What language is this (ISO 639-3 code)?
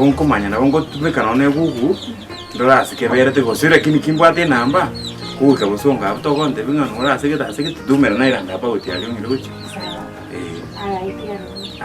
guz